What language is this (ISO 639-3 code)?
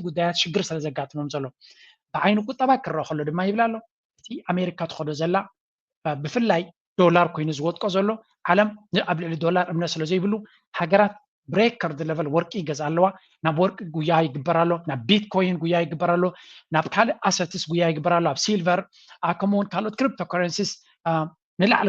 tir